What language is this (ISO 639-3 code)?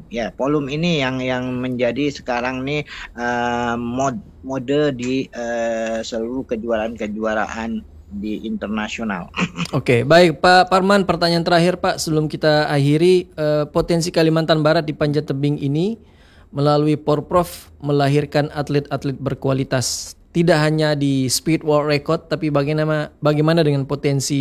ind